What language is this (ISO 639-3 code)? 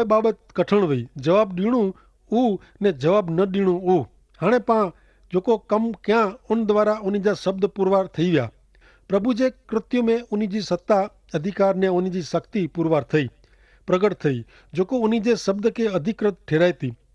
kfr